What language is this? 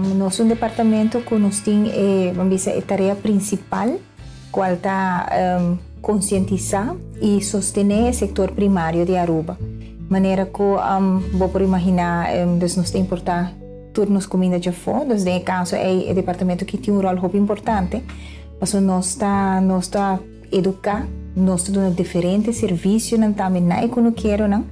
Papiamento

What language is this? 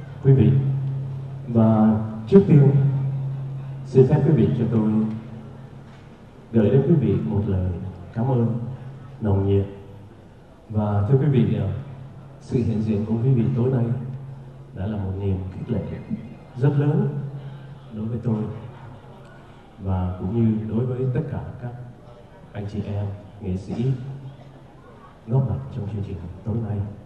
Vietnamese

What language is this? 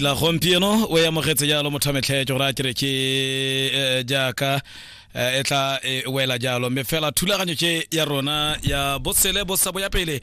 Tswana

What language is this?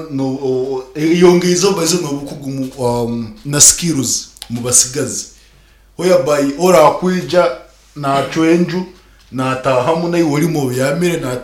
Nyankole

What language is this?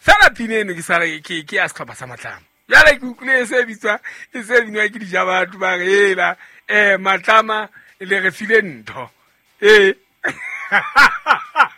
Southern Sotho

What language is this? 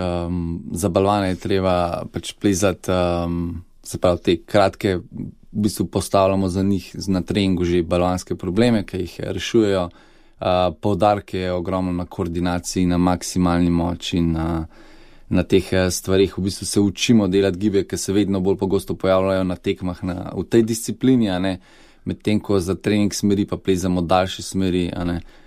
Slovenian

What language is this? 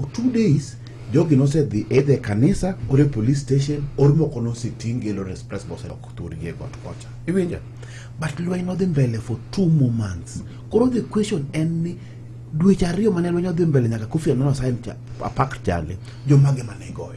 Luo (Kenya and Tanzania)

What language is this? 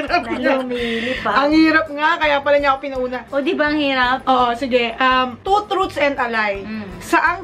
Filipino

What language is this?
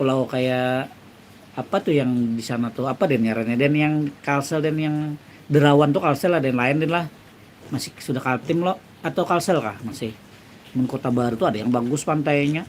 Banjar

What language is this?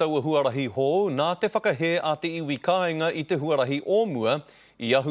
Māori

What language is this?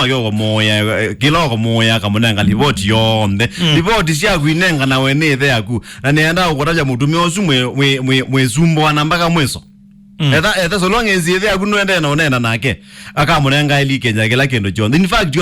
Kamba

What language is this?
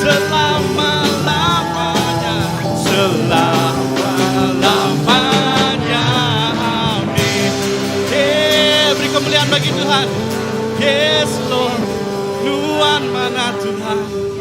Iban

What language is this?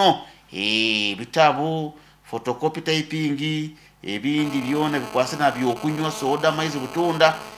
Nyankole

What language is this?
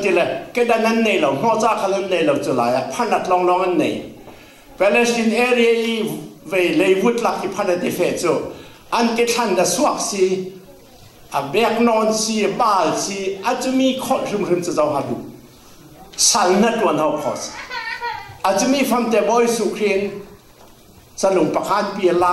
Falam Chin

